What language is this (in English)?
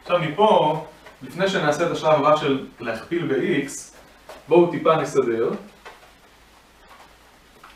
Hebrew